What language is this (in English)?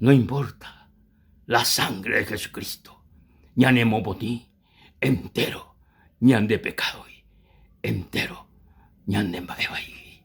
Guarani